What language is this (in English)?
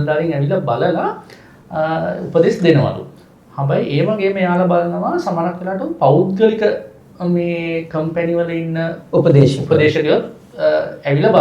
Sinhala